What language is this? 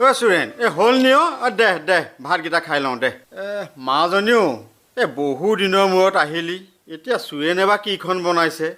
Assamese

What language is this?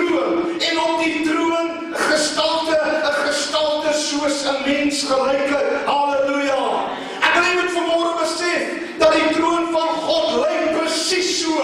Afrikaans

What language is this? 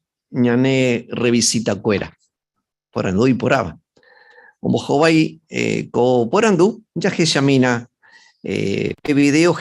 Guarani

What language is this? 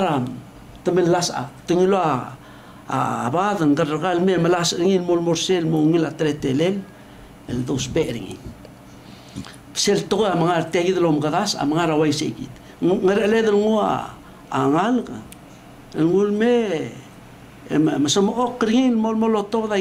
Palauan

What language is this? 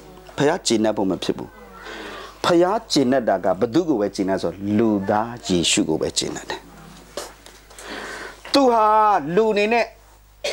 Burmese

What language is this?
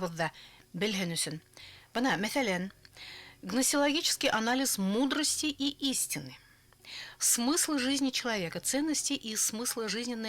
Bashkir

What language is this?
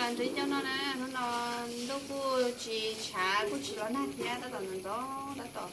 Hmong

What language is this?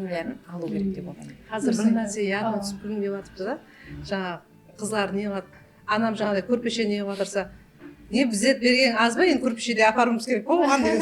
Kara-Kalpak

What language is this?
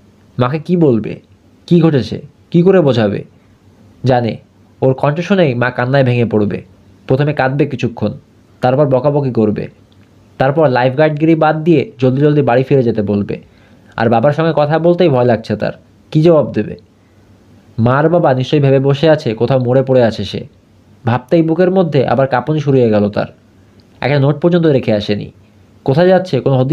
Bangla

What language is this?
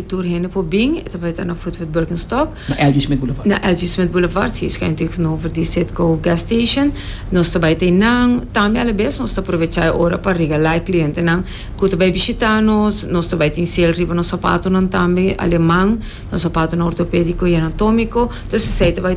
Papiamento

